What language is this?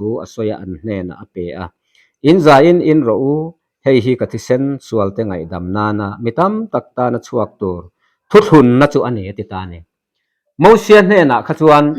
Mizo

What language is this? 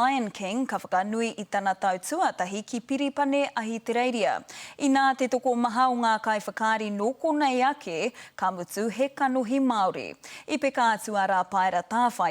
Māori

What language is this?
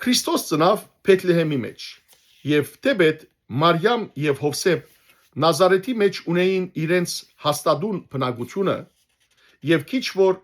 Western Armenian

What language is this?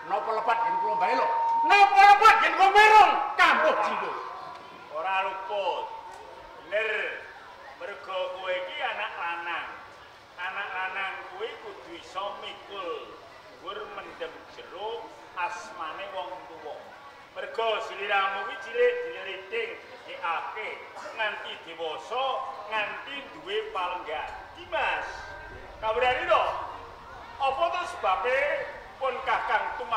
Javanese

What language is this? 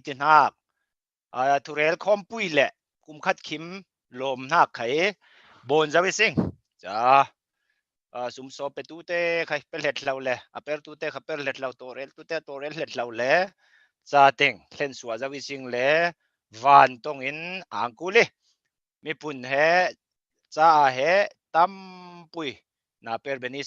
Falam Chin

